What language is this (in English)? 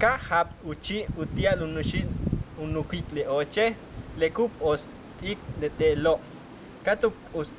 Yucateco